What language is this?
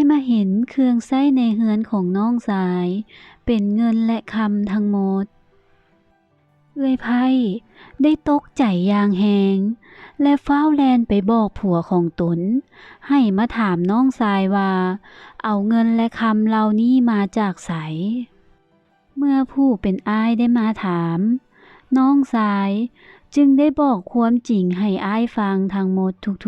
Lao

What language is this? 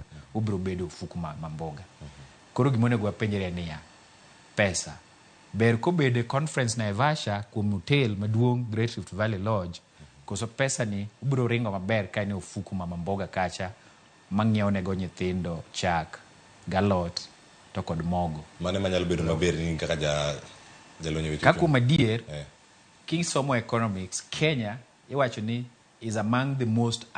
Luo (Kenya and Tanzania)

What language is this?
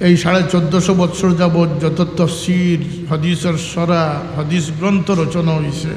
Sylheti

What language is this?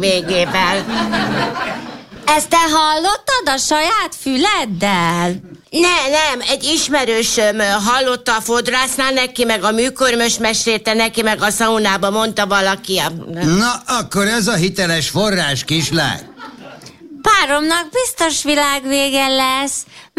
Hungarian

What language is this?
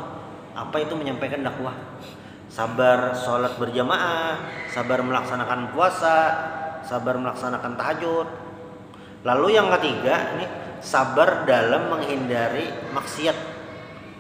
Indonesian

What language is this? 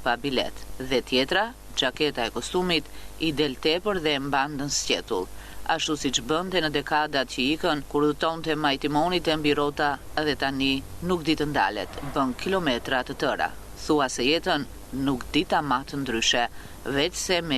Albanian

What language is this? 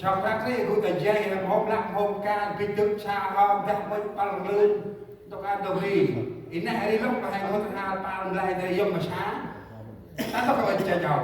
Central Mnong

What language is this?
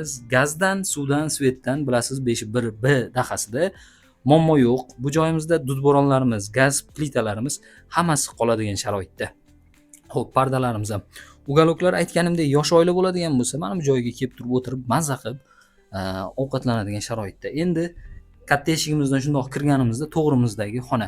Uzbek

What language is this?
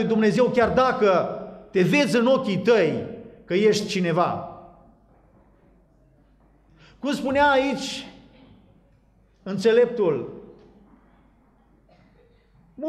Romanian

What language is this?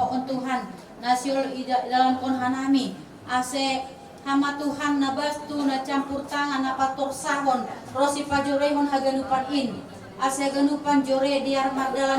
Batak Simalungun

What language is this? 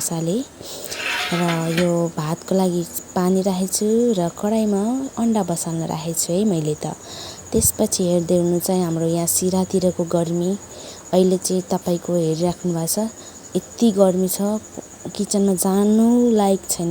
Nepali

